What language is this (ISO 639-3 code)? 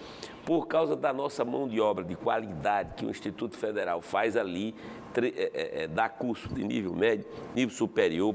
por